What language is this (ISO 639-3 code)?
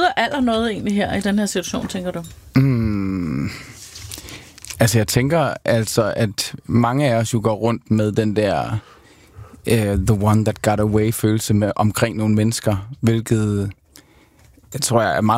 dan